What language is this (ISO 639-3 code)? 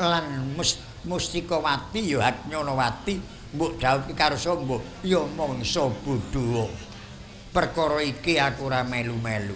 jav